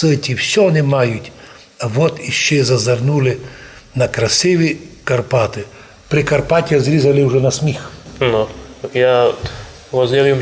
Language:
Rusyn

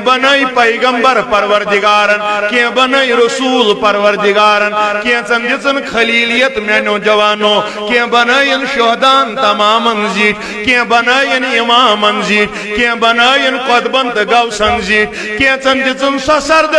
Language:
Kashmiri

